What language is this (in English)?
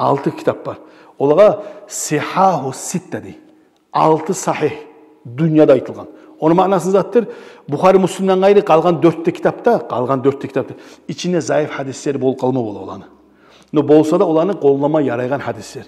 Kumyk